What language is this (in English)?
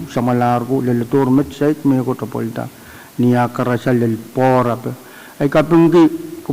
Pohnpeian